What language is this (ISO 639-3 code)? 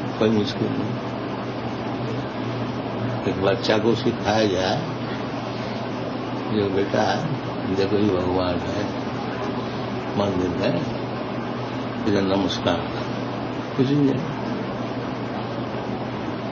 hin